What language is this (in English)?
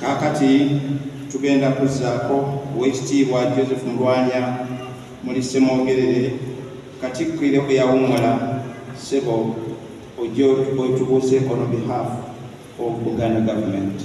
Ganda